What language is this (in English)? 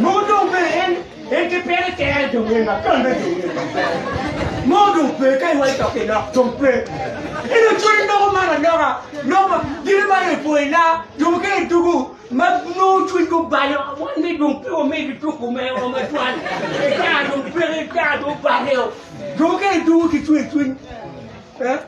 Acoli